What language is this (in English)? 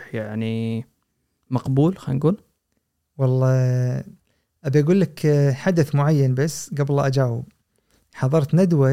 Gulf Arabic